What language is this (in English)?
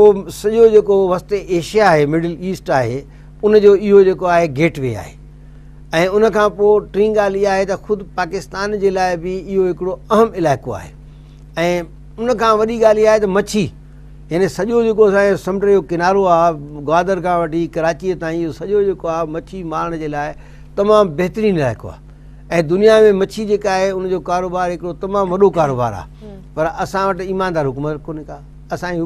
Sindhi